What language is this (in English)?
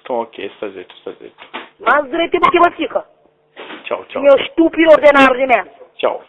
Kabuverdianu